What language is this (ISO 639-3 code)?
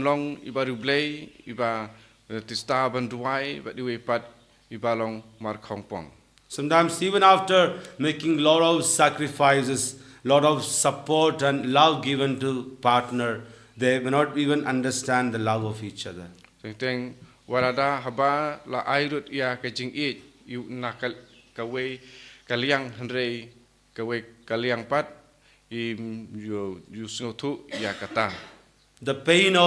kha